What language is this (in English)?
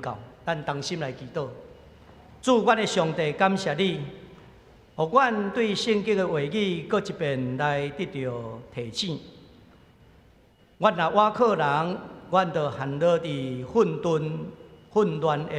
Min Nan Chinese